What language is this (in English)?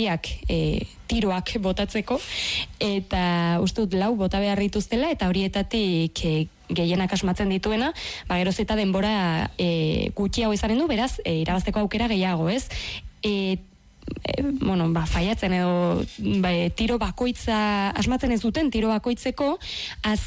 Basque